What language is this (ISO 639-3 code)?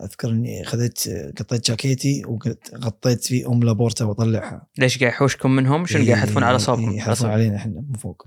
afb